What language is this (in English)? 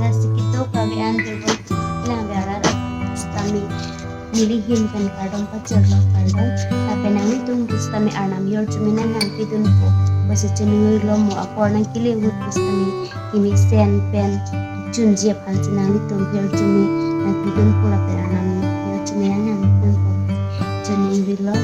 Karbi